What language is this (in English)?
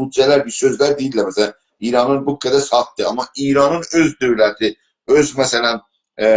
South Azerbaijani